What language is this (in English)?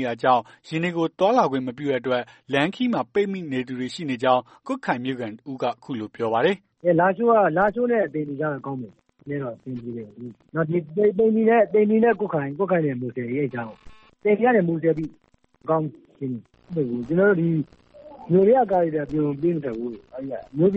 Burmese